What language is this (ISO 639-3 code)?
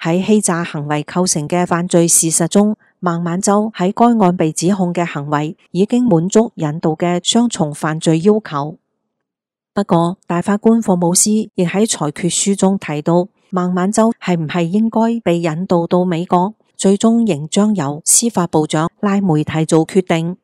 yue